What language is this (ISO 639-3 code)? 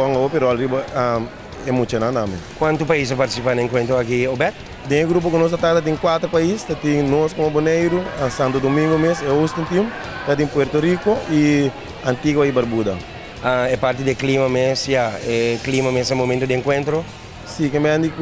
pap